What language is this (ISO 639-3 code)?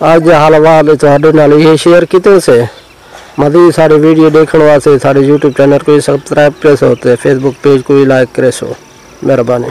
skr